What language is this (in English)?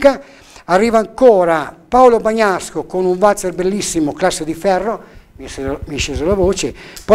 Italian